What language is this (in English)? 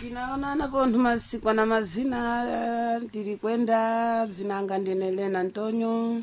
Sena